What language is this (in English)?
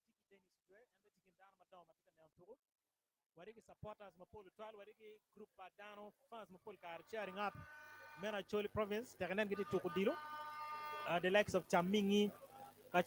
Acoli